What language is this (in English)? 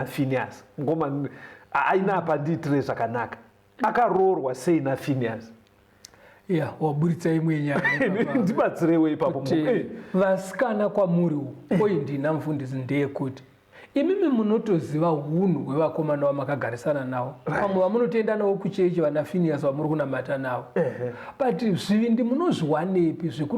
Shona